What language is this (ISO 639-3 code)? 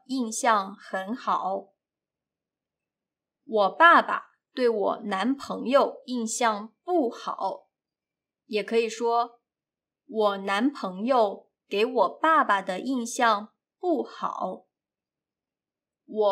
zho